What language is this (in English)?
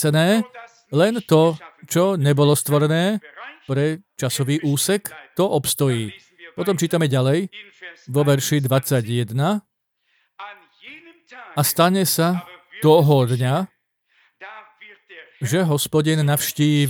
Slovak